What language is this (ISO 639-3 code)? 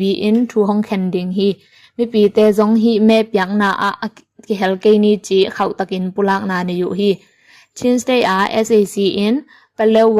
ctd